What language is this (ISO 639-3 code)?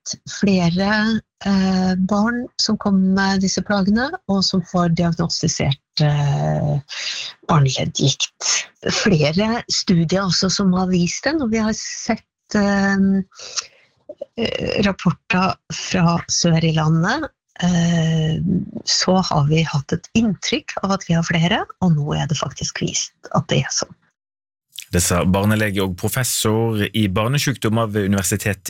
nor